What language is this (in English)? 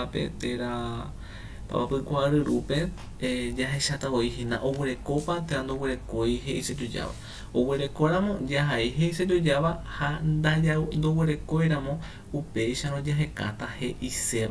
Guarani